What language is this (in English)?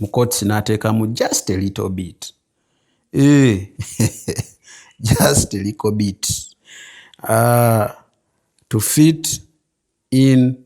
Ganda